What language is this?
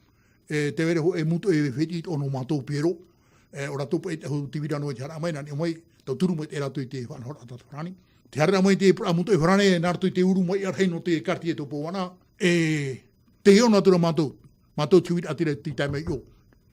Tahitian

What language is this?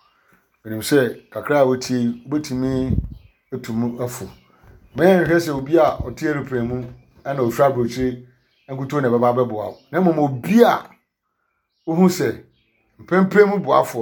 Akan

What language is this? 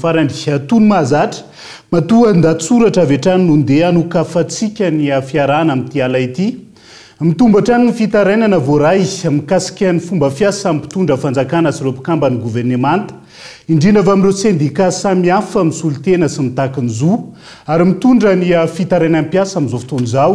Malagasy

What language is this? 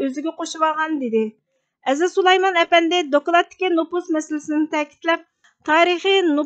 Uyghur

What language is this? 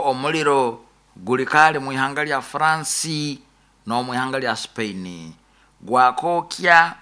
Nyoro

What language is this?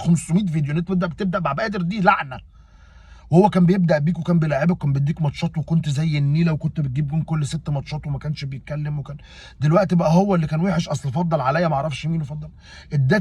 Egyptian Arabic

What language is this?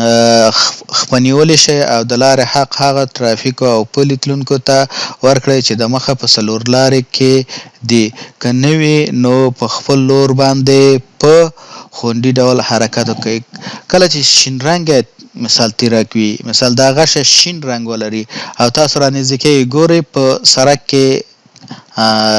Pashto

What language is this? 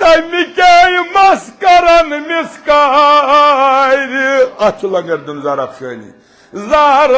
Kashmiri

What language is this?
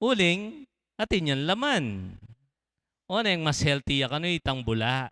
Pampanga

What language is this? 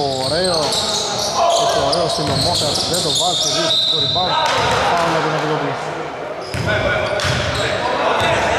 Greek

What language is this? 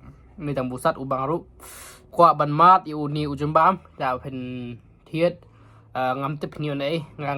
Khasi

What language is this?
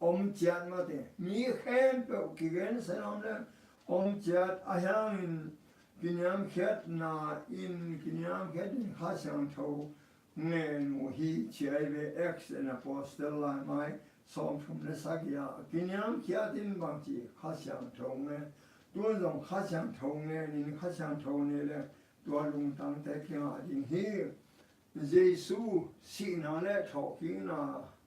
Tedim Chin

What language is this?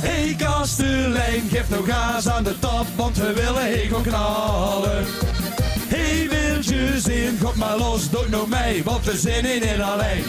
Limburgish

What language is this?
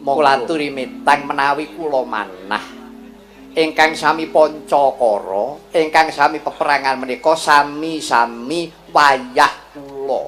Javanese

